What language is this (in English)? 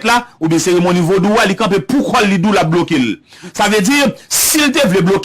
Haitian Creole